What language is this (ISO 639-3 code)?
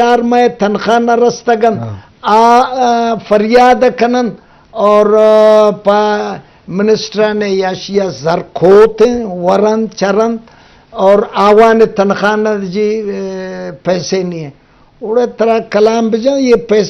bgp